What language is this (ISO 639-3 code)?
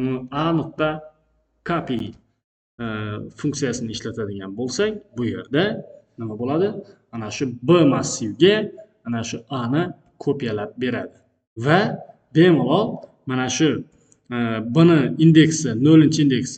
uzb